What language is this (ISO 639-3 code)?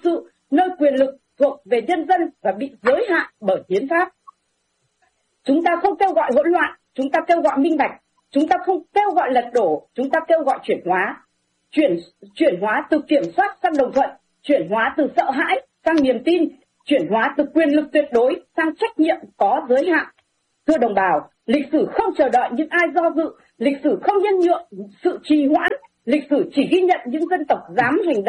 vie